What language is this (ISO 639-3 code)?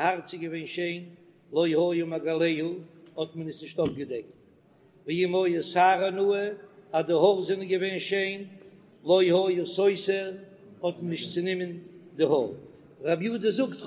yid